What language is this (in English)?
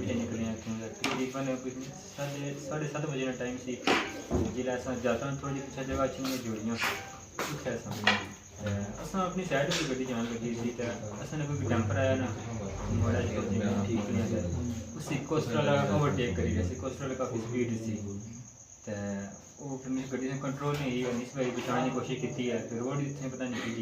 Pahari-Potwari